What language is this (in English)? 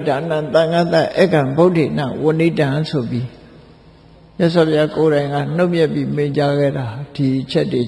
Burmese